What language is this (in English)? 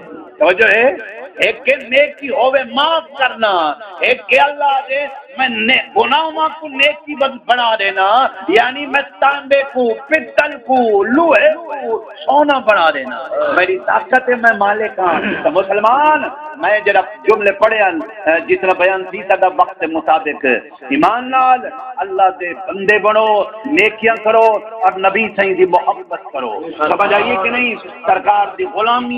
Saraiki